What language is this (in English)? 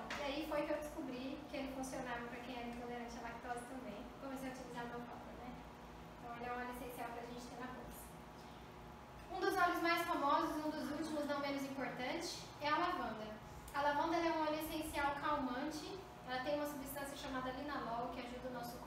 Portuguese